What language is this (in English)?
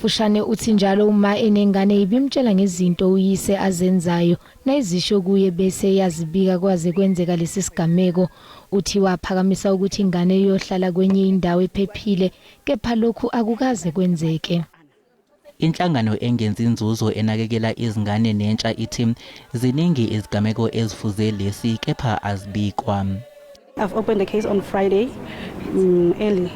Zulu